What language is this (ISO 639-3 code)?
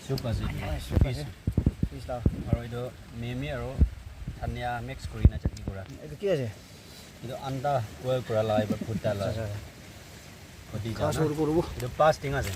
nag